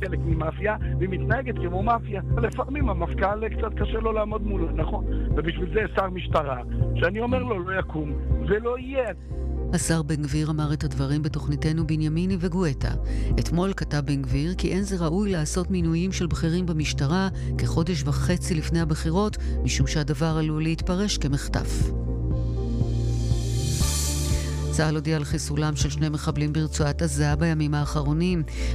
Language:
Hebrew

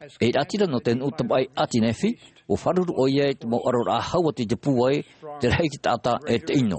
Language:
Tahitian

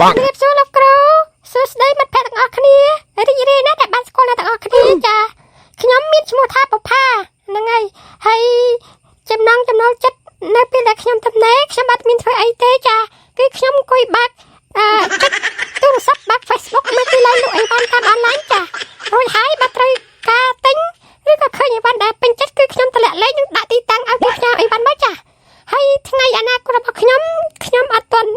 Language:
Khmer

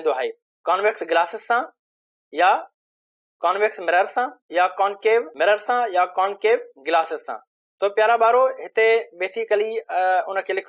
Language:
Sindhi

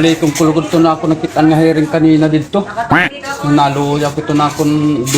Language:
Waray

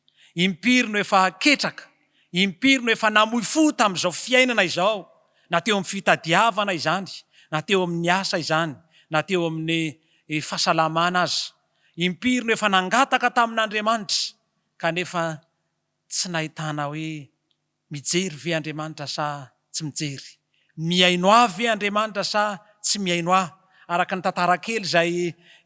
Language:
Malagasy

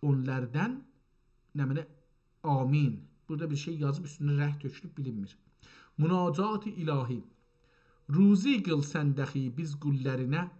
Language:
South Azerbaijani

